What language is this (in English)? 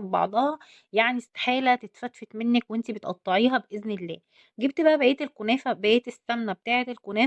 Egyptian Arabic